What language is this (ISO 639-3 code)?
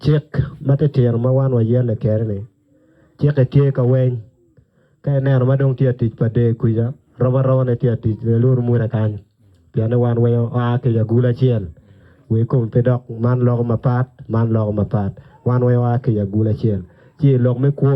ach